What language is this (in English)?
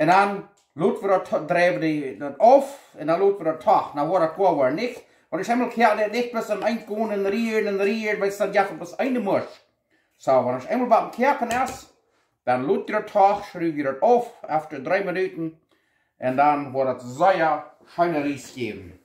Plautdietsch